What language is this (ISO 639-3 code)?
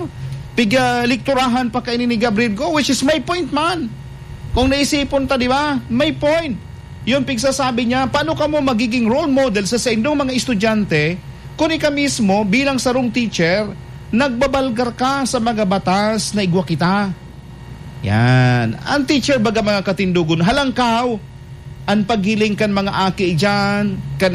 bik